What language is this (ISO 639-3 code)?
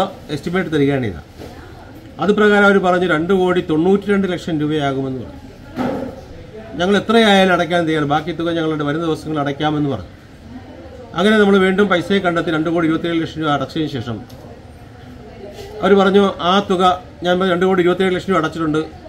mal